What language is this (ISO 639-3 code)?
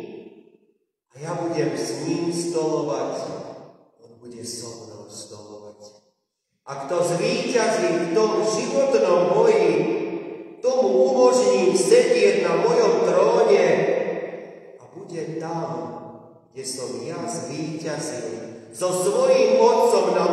slk